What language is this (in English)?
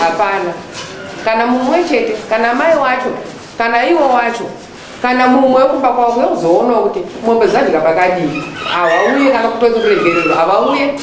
Shona